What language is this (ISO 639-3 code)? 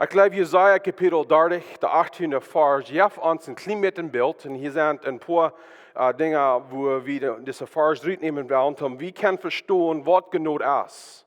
pdt